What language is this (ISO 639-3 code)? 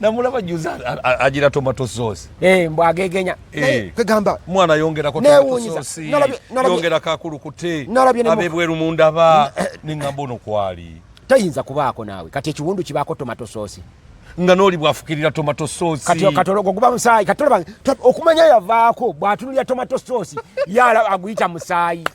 lug